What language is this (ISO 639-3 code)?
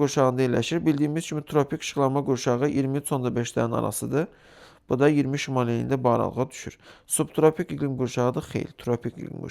aze